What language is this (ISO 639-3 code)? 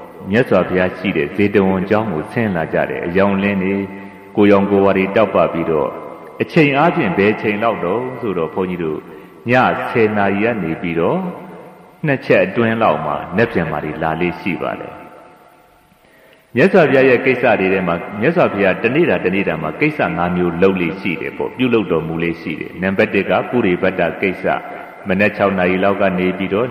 mya